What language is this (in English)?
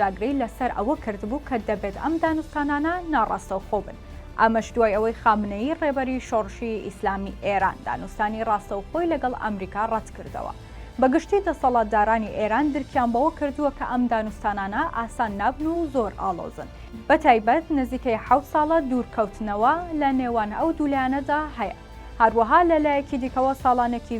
Central Kurdish